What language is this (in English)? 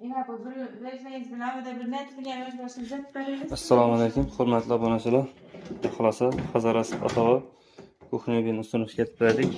Uzbek